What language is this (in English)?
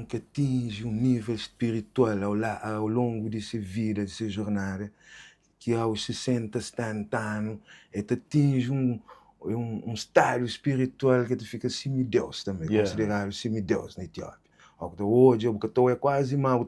Kabuverdianu